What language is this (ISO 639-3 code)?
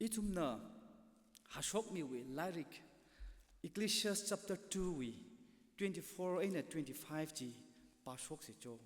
nmf